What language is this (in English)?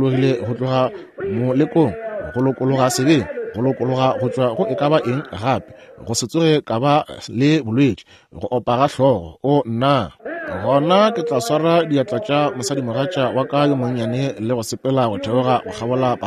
Northern Sotho